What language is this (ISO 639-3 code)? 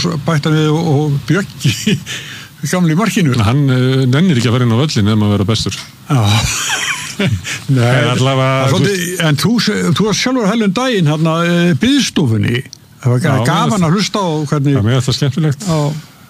isl